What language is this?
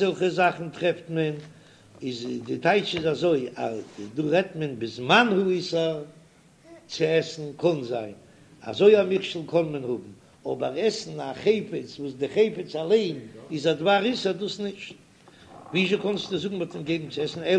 Yiddish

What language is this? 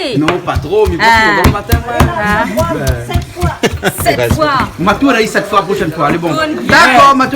Réunion Creole French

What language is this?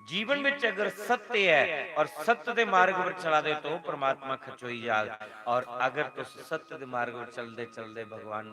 Dogri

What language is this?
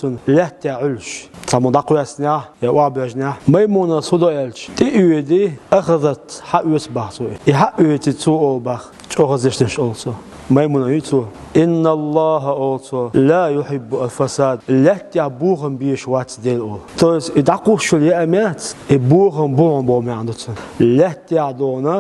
Chechen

